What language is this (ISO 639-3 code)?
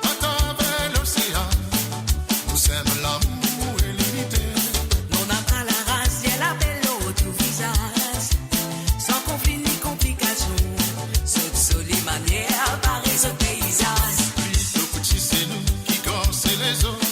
mfe